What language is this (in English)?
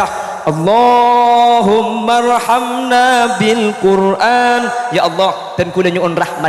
Madurese